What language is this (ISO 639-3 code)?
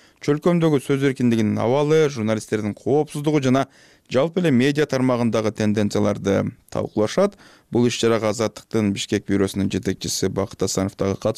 kir